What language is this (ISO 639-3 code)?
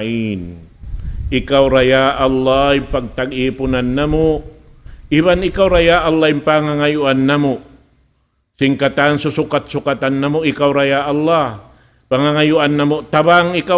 tsg